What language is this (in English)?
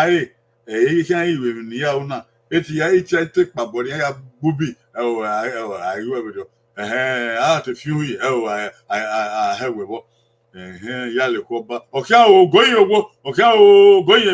Bini